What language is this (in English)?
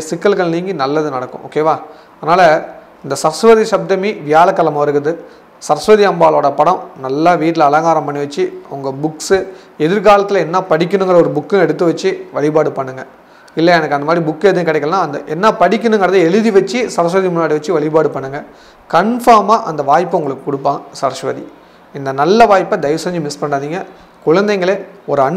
Tamil